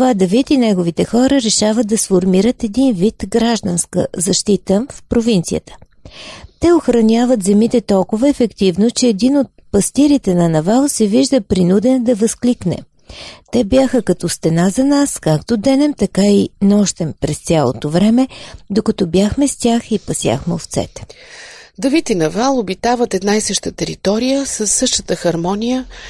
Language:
Bulgarian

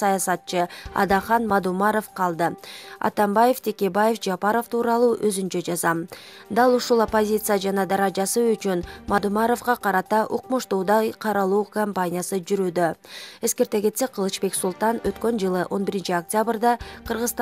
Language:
Kyrgyz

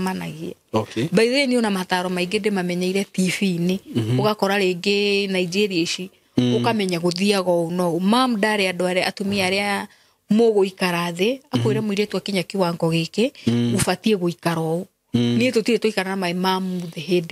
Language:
Kikuyu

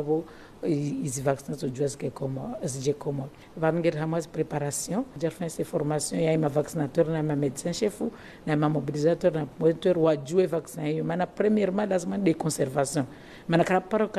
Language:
Ngazidja Comorian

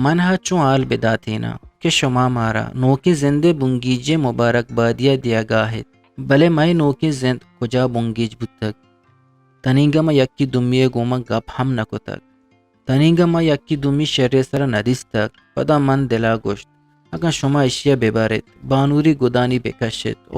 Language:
Eastern Balochi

